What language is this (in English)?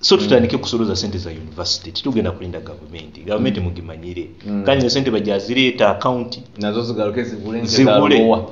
Nyoro